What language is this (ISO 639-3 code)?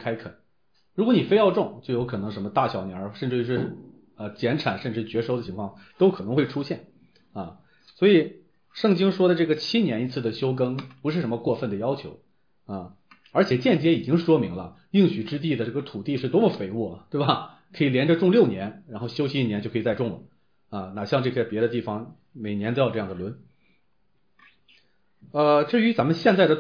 zho